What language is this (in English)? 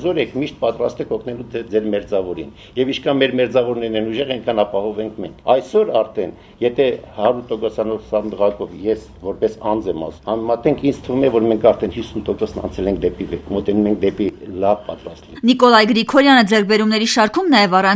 Armenian